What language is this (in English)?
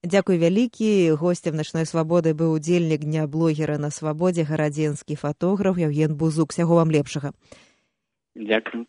Belarusian